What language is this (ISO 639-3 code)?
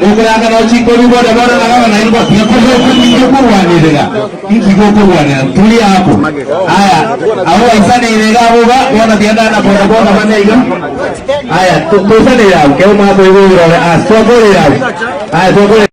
guz